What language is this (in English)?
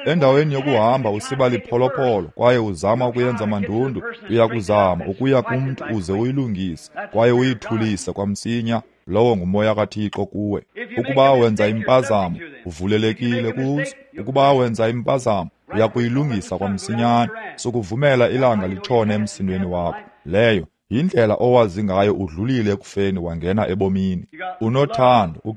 Xhosa